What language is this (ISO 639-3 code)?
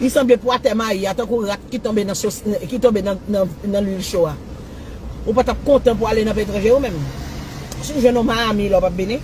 hat